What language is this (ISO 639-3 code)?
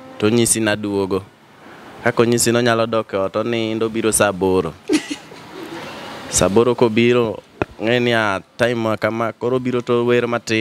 luo